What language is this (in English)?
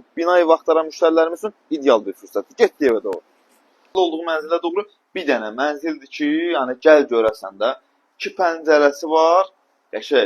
Azerbaijani